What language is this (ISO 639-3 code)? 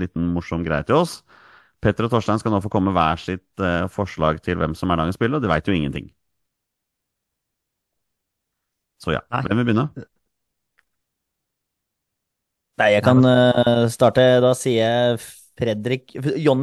nor